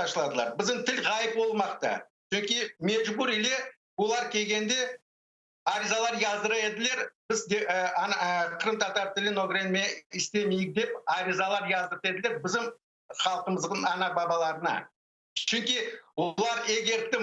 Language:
Crimean Tatar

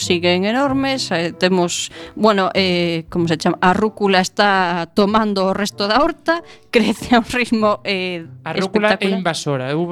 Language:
Galician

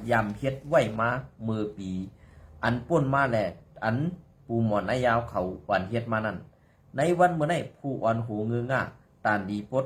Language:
Shan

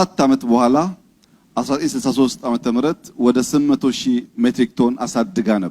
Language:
Amharic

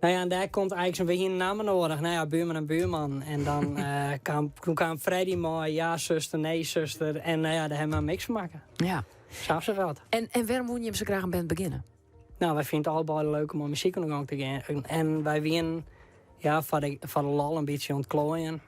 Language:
Western Frisian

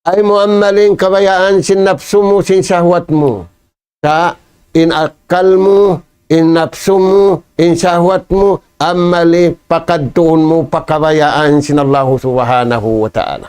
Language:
Tausug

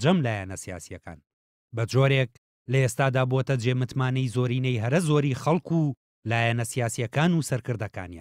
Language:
Central Kurdish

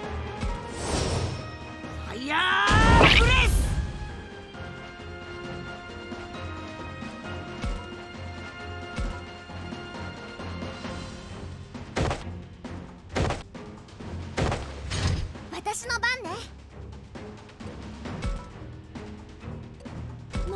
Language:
Japanese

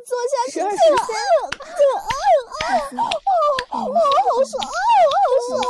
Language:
Chinese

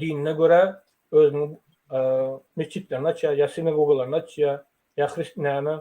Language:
Turkmen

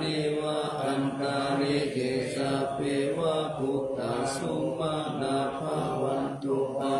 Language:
Pali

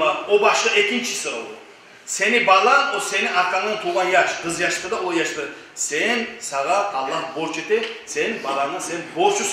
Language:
Kumyk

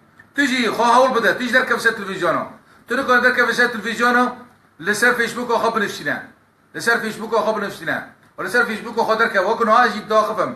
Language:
Kurdish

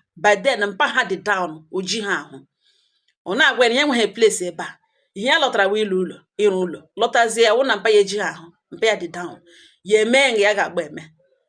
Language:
Igbo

